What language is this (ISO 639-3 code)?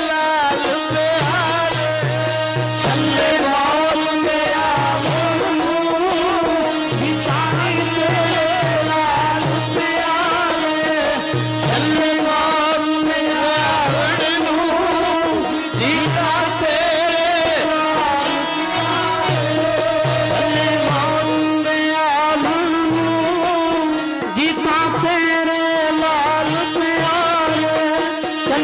pan